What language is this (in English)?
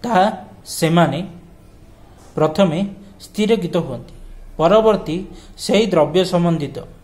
Odia